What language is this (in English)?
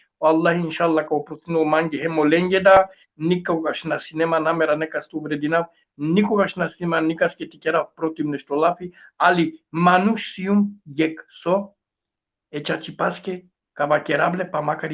Balkan Romani